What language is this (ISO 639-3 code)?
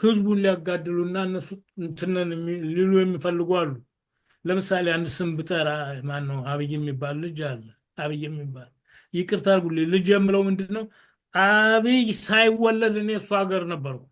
amh